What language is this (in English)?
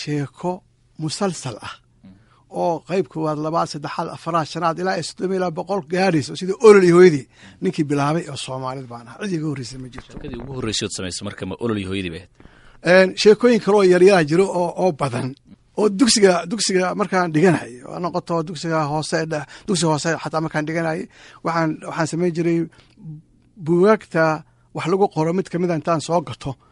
Somali